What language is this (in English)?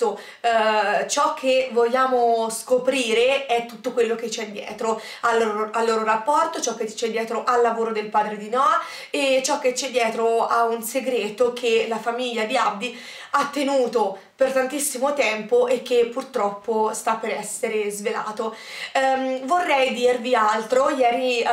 Italian